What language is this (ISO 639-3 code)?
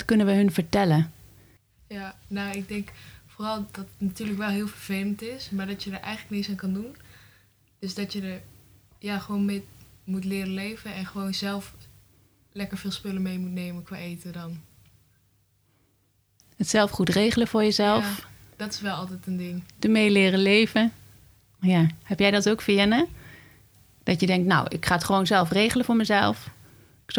nld